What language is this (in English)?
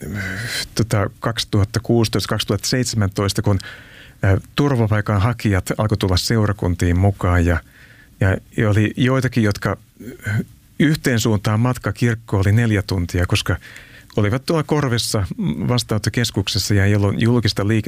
Finnish